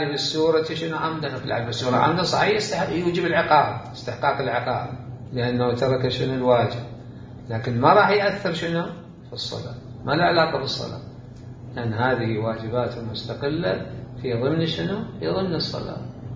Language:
Mesopotamian Arabic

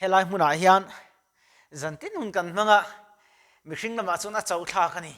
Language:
Mizo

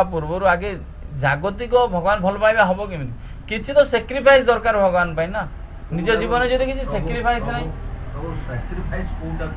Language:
Odia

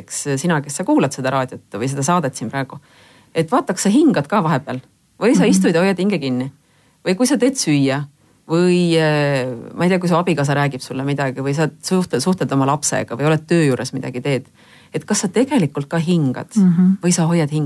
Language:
Estonian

